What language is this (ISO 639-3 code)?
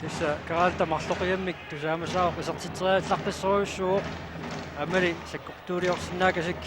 kal